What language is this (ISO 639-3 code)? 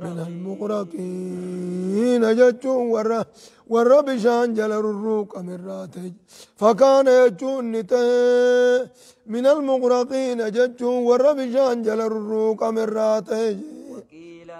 orm